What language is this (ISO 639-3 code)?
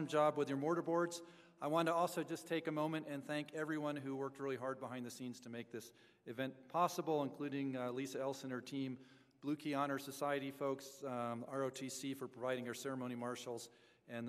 eng